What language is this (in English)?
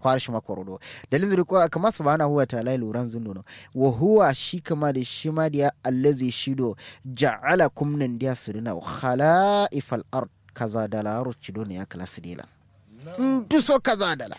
Kanuri